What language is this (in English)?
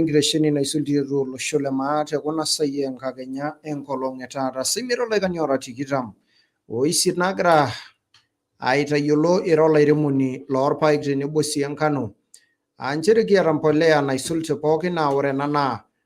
Masai